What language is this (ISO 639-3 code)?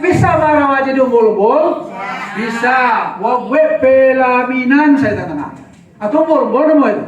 min